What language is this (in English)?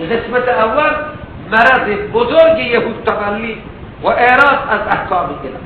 Persian